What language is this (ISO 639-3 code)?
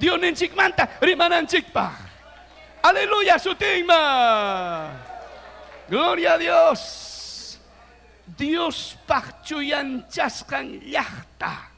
quy